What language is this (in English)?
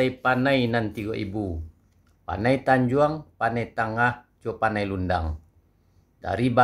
Minangkabau